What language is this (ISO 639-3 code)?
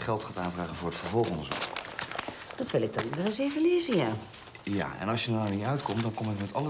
nld